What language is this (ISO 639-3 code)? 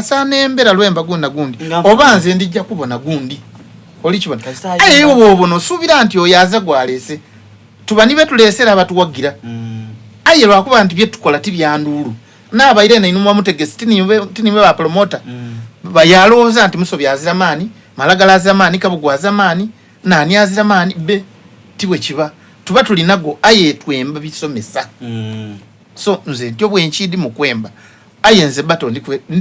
xog